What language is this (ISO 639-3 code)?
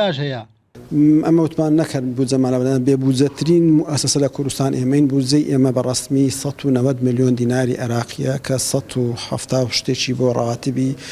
ckb